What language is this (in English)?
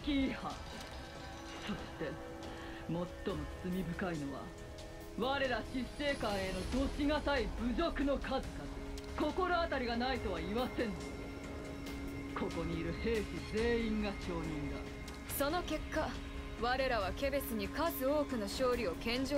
Japanese